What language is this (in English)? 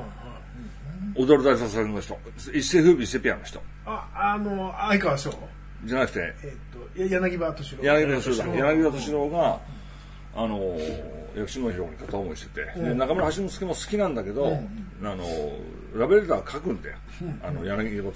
Japanese